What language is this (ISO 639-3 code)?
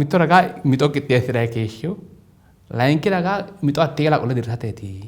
sid